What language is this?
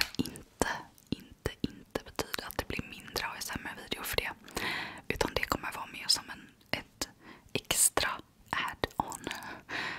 Swedish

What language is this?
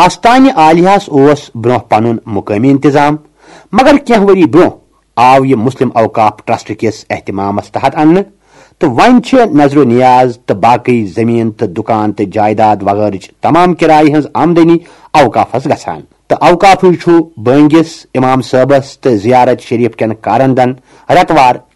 Kashmiri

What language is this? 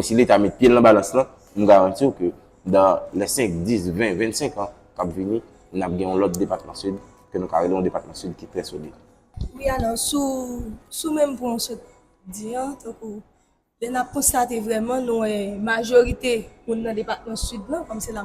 Haitian Creole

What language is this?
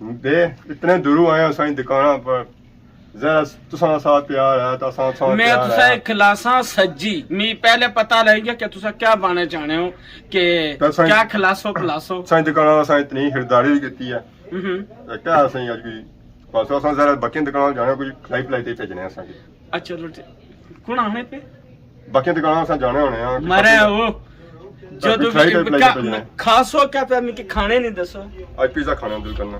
Pahari-Potwari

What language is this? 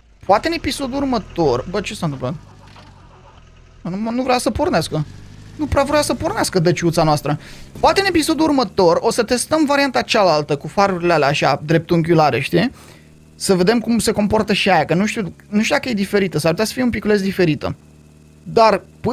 Romanian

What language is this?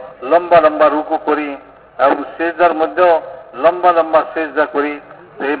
Bangla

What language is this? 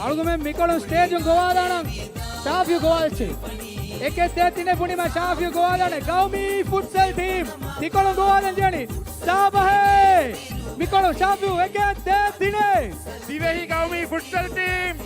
Divehi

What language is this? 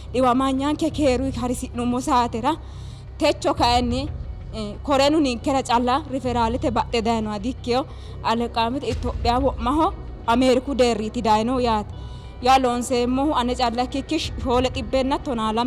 Sidamo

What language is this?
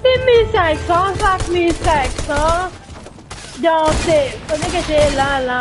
Morisyen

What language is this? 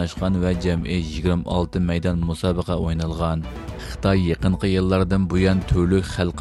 Uyghur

